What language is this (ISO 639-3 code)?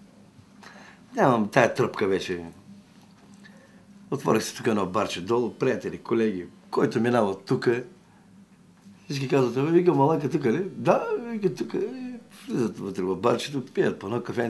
bul